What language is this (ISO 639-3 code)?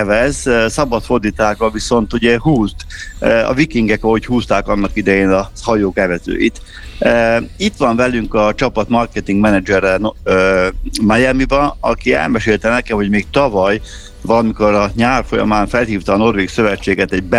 hun